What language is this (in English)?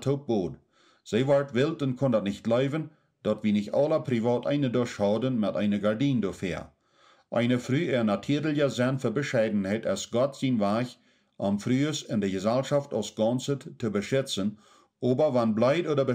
Plautdietsch